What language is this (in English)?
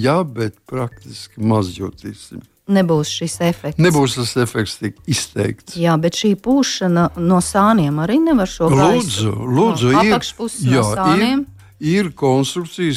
Latvian